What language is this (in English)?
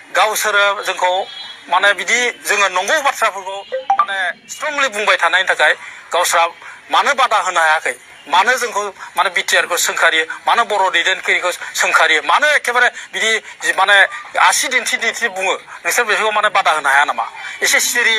Bodo